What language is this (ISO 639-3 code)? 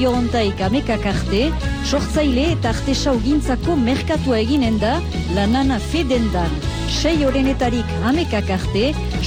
eus